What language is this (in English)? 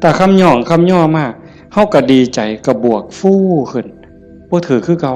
Northeastern Thai